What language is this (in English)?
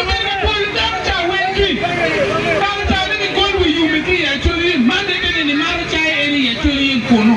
Acoli